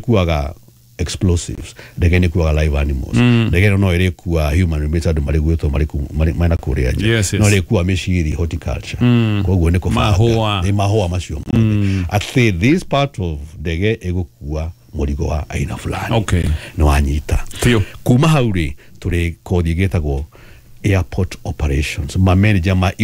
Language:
Kikuyu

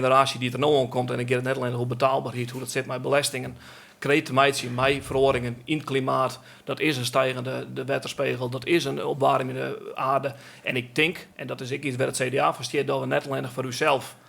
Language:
Western Frisian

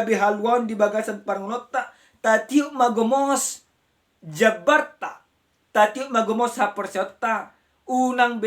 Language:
Batak Toba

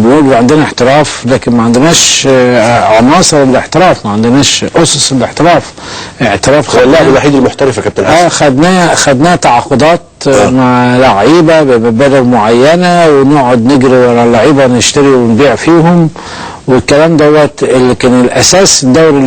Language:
Egyptian Arabic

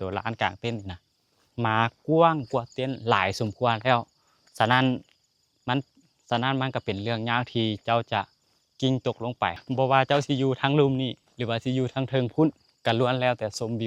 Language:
Lao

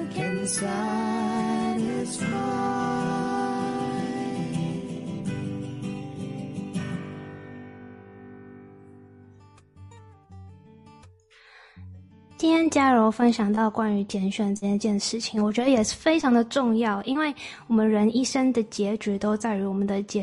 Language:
Chinese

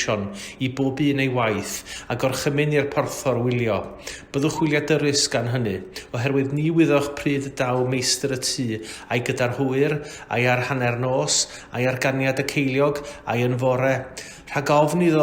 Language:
Welsh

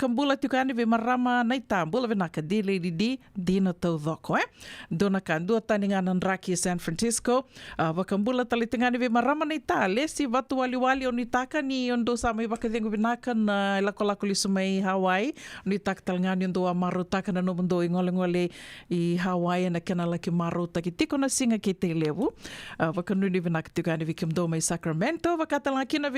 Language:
Fijian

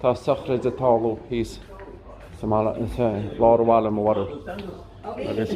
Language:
Irish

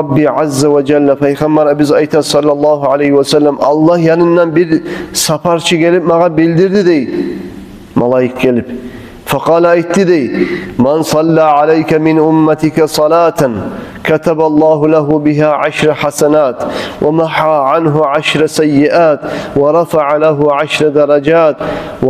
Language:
Kumyk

